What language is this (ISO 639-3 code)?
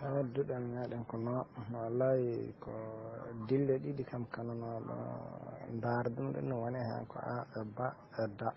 ful